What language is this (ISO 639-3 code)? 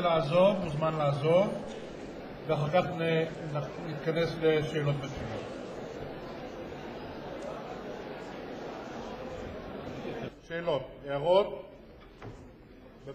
heb